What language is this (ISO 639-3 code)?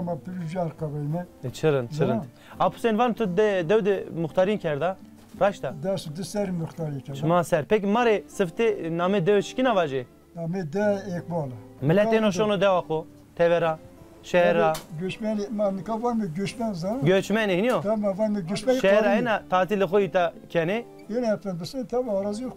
zza